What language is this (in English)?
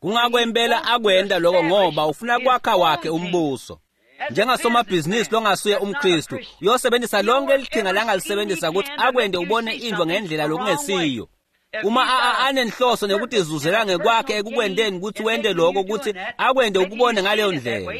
Swati